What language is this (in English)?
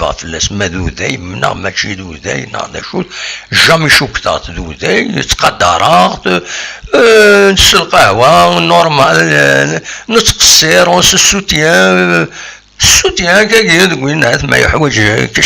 Kabyle